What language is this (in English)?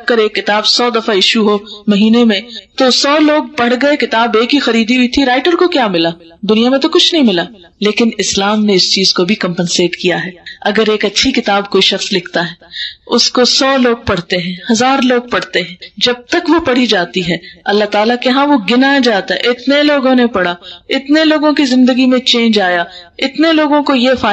Urdu